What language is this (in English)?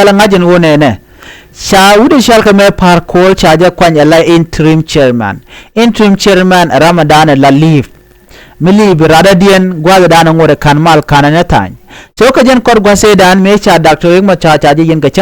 Nuer